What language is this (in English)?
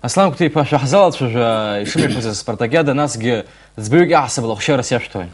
Abkhazian